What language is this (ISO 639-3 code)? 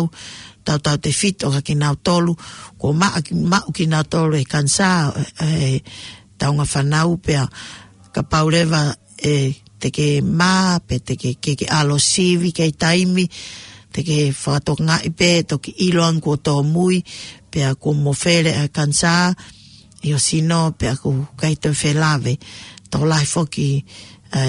ton